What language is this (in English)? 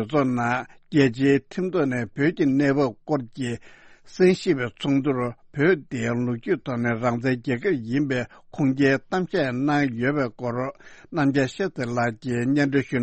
Tibetan